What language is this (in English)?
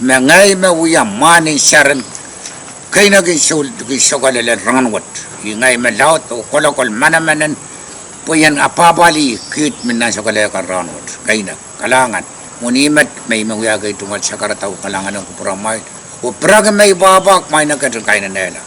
Pohnpeian